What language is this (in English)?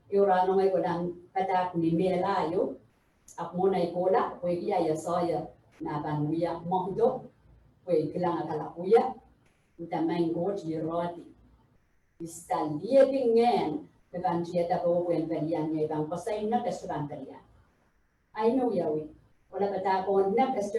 Pohnpeian